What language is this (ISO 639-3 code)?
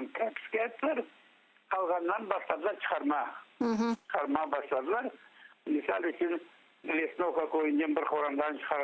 crh